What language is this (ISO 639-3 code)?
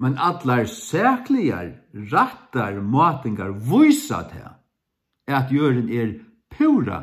fao